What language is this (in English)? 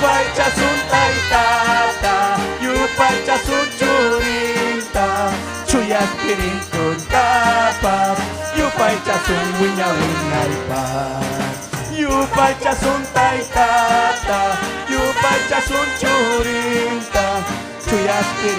Ayacucho Quechua